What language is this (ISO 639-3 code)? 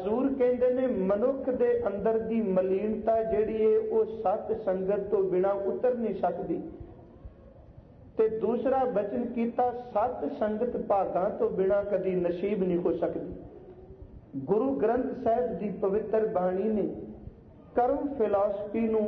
pan